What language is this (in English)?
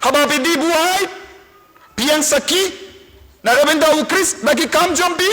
Khasi